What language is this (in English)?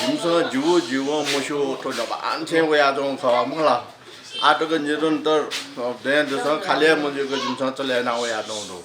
Newari